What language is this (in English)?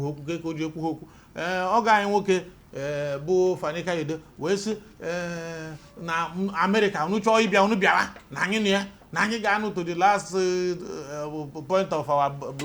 Igbo